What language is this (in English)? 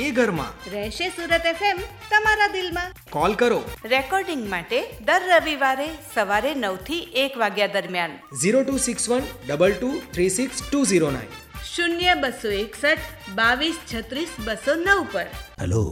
Gujarati